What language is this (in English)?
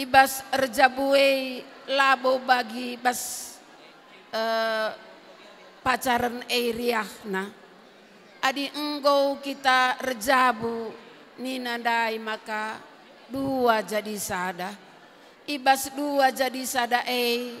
Batak Karo